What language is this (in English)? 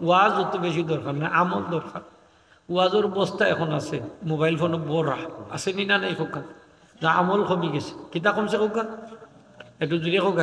Sylheti